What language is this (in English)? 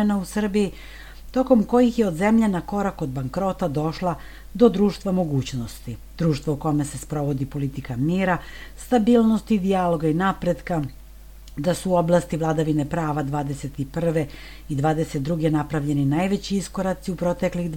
Serbian